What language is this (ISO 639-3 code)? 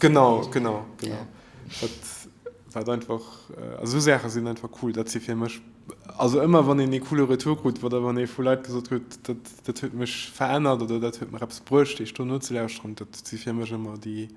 ltz